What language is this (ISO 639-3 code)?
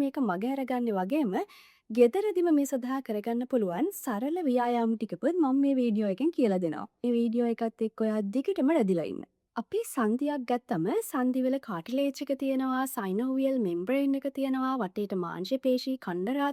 sin